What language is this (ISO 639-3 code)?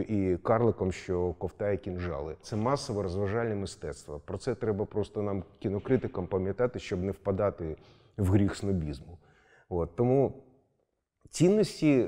ukr